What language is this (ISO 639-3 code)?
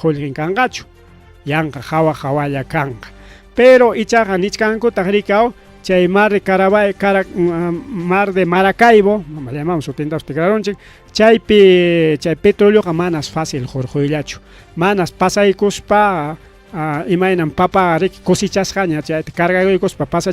quy